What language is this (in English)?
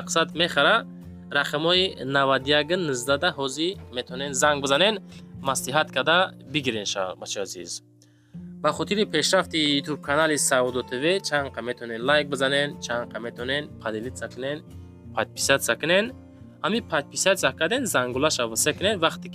Tajik